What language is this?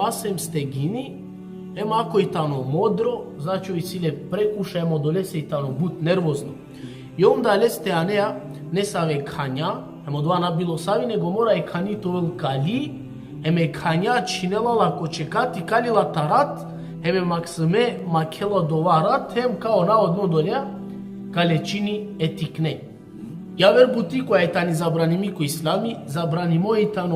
Balkan Romani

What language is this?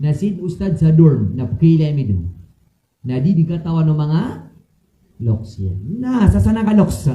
Maranao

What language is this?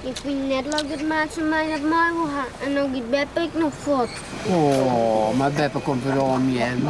Western Frisian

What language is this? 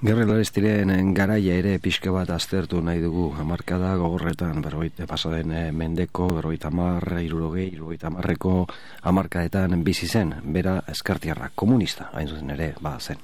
Basque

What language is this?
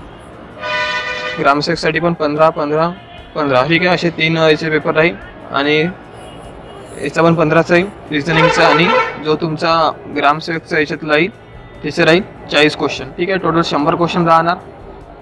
Marathi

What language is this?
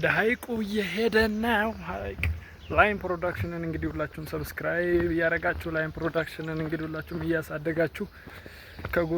Amharic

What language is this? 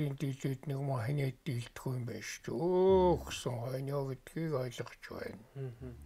Mongolian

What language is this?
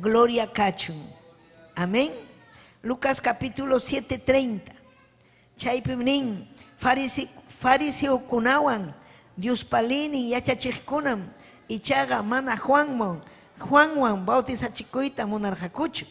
Ayacucho Quechua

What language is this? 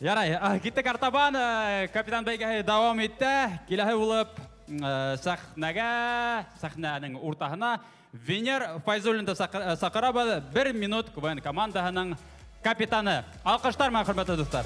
Bashkir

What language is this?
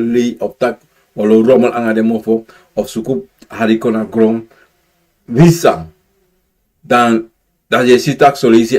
Sranan Tongo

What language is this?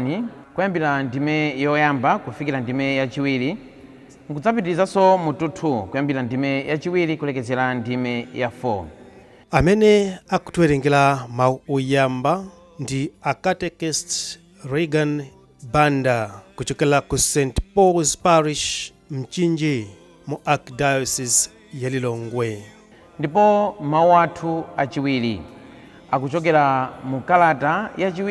Nyanja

